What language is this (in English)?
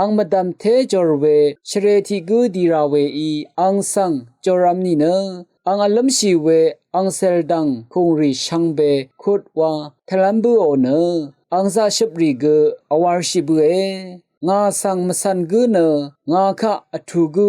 Rawang